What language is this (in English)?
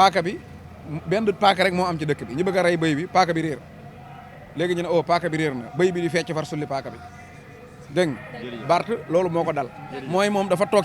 Wolof